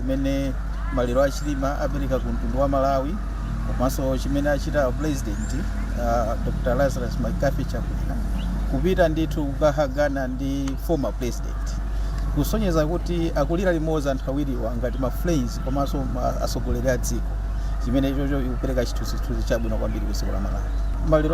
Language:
Nyanja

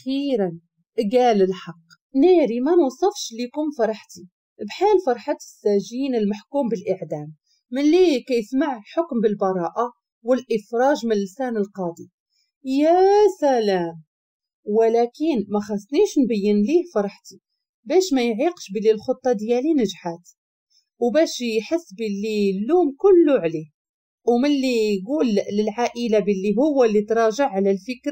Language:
Moroccan Arabic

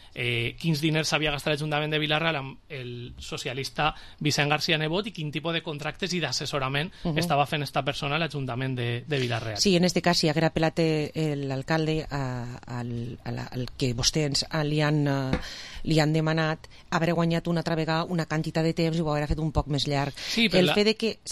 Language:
Catalan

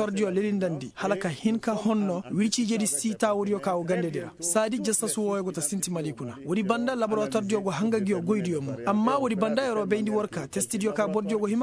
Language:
Koyraboro Senni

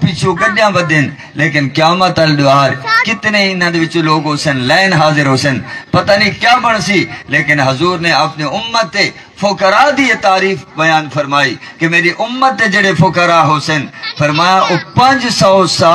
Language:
Saraiki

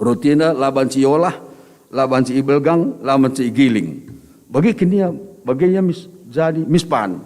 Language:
Batak Karo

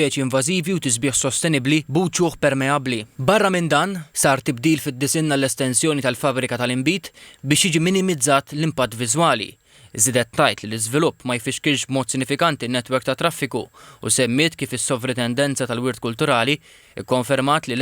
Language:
Maltese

